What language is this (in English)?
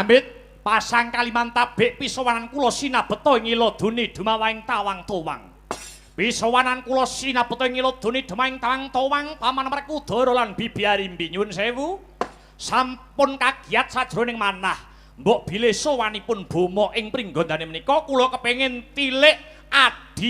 Javanese